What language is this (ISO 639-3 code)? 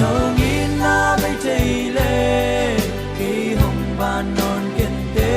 pck